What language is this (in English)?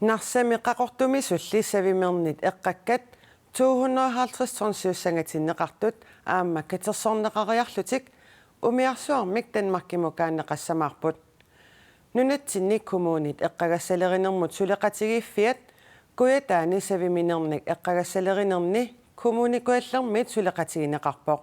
Kalaallisut